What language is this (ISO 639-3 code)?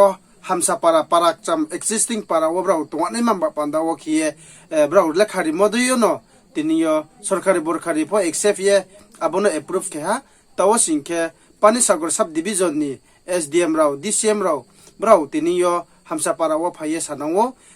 ria